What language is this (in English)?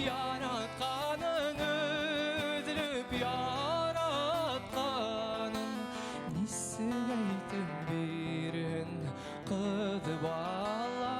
Bashkir